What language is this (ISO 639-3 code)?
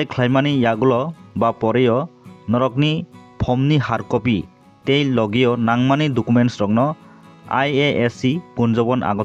trp